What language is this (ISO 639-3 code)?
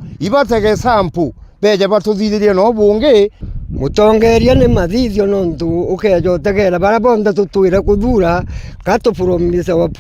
mer